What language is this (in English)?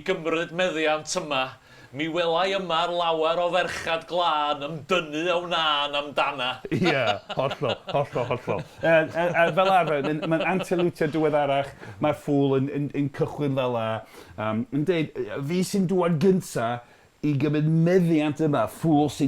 Welsh